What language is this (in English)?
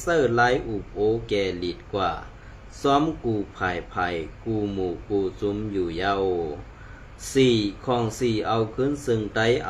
Shan